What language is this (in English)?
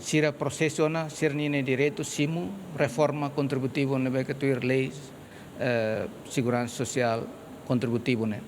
Tetum